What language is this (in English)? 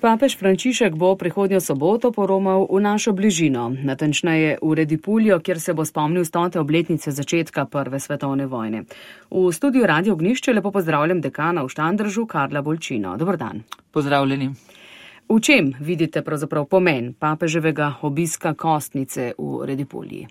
Slovenian